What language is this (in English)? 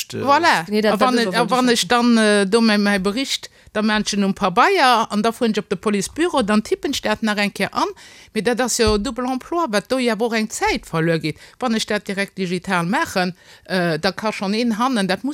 Luxembourgish